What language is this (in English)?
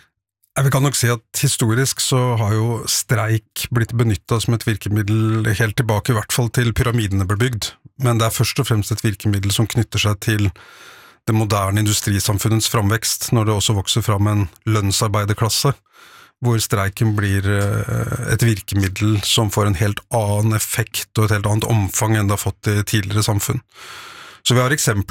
Norwegian